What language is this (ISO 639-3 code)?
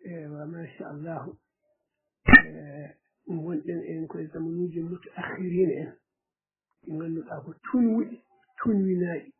ful